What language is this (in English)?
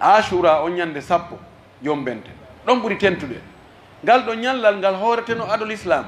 Pular